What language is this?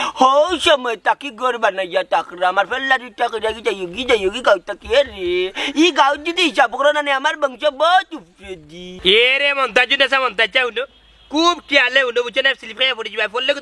Sylheti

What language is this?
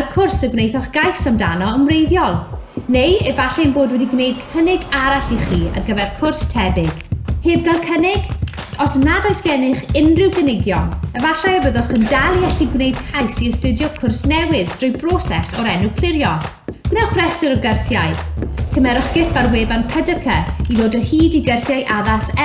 Welsh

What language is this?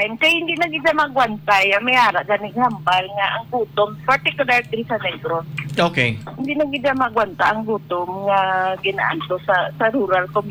Hiligaynon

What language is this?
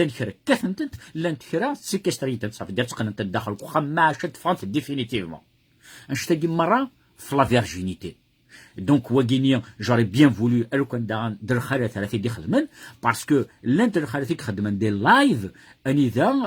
Kabyle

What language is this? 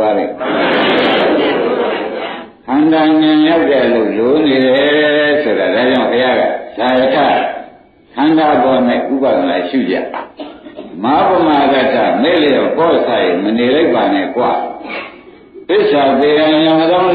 Burmese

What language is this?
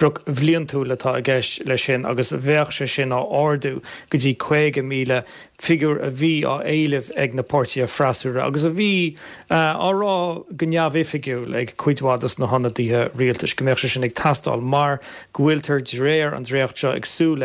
Irish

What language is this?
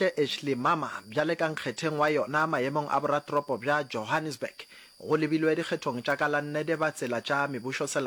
Northern Sotho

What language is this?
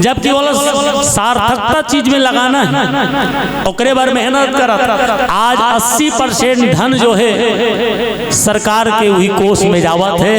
Chhattisgarhi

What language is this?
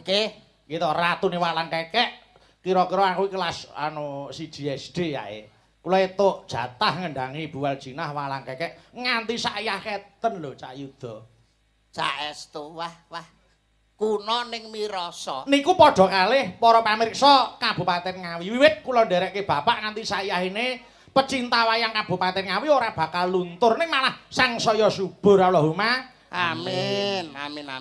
Javanese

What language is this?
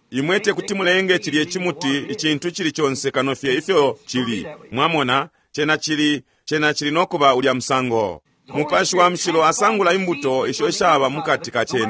Bemba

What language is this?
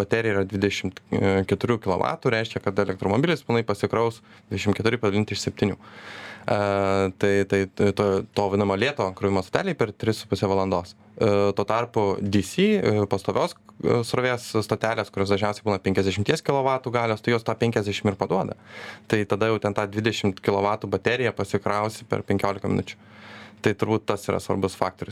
Lithuanian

